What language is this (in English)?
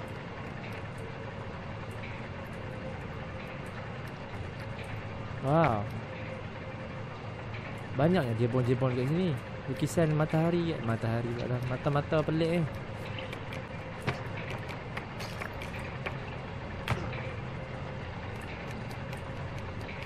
Malay